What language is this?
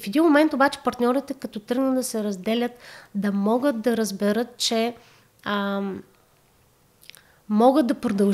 Bulgarian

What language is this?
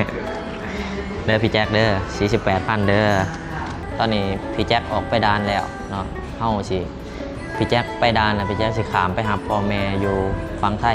Lao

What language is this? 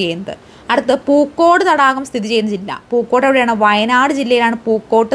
Malayalam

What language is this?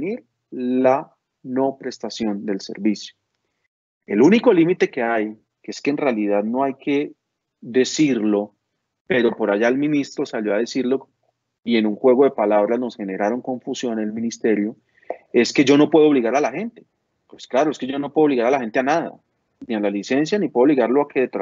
Spanish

